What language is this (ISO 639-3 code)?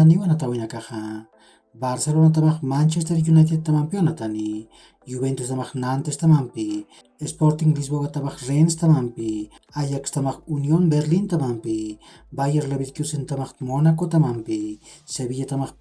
aym